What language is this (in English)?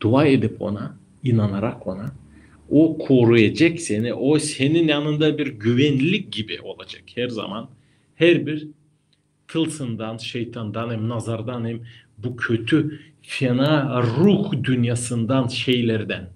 Gagauz